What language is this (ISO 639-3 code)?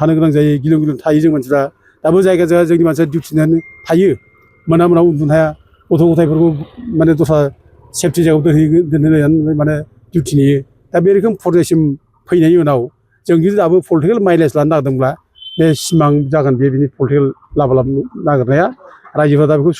brx